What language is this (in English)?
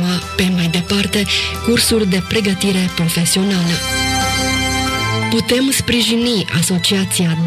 Romanian